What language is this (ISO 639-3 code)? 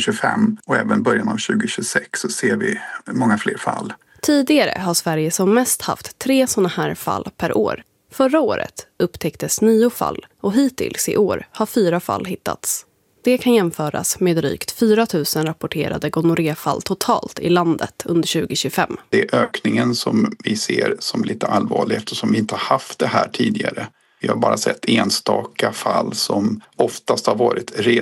swe